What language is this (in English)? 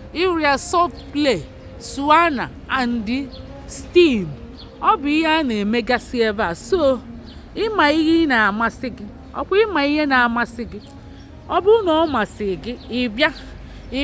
Igbo